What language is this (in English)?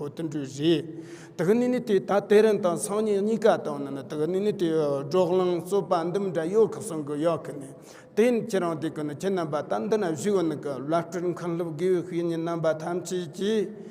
Tibetan